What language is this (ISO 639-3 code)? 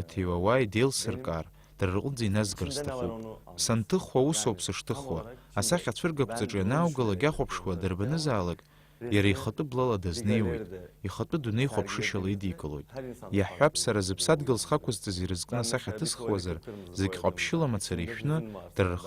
abk